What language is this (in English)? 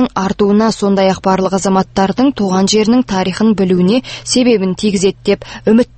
Kazakh